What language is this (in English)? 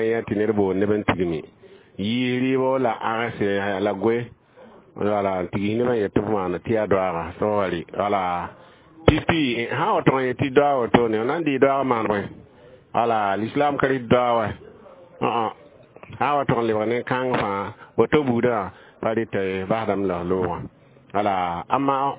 Mossi